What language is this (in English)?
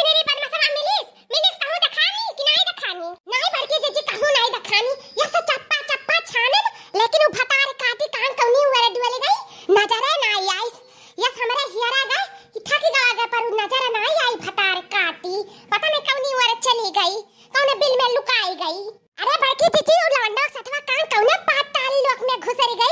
Awadhi